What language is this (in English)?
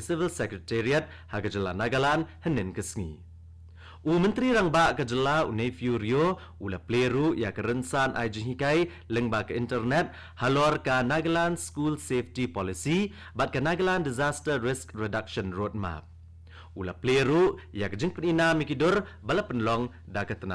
Khasi